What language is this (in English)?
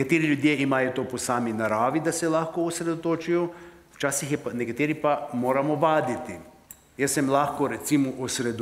Slovenian